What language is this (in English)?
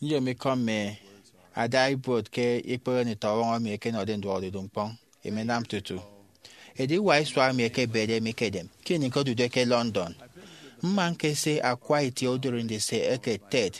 Efik